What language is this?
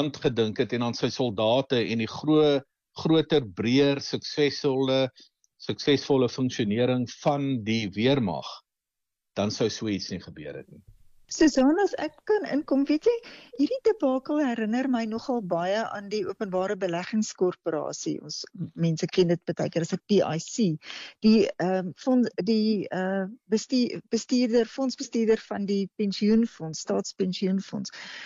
Afrikaans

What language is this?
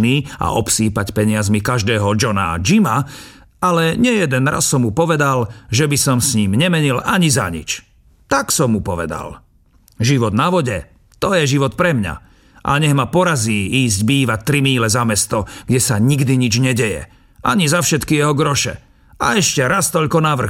Slovak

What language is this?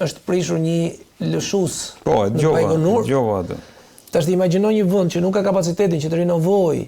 Albanian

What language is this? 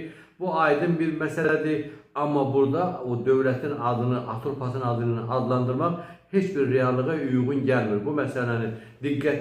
Azerbaijani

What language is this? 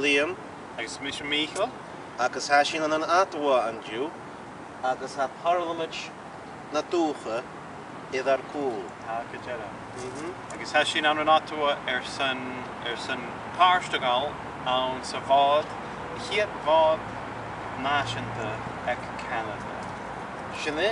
Scottish Gaelic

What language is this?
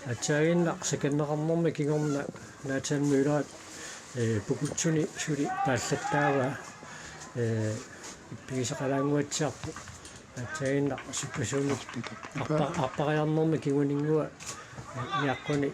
Kalaallisut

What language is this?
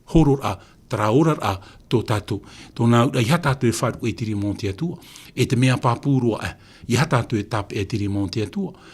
Tahitian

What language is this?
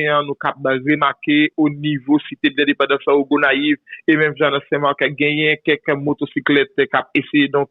Haitian Creole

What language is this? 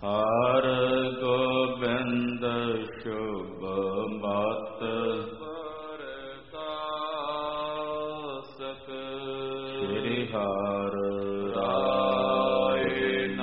Punjabi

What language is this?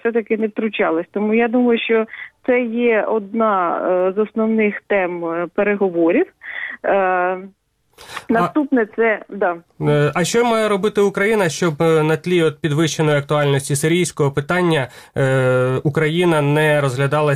Ukrainian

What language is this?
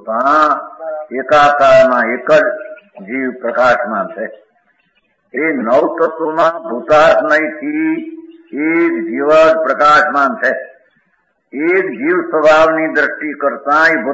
Gujarati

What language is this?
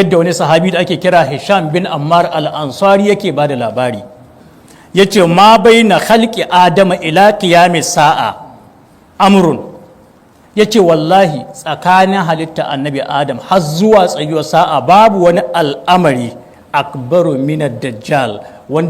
Hausa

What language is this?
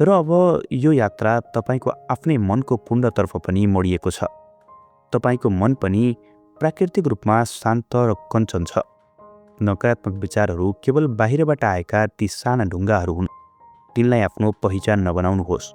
Nepali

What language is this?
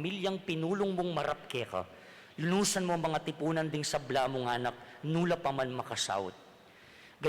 Pampanga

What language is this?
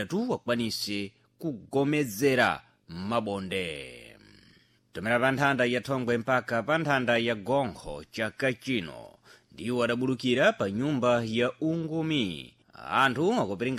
Sena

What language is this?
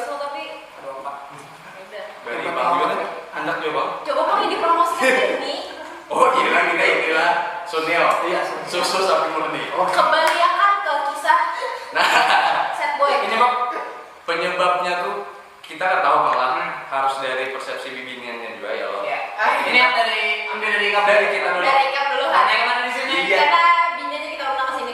Banjar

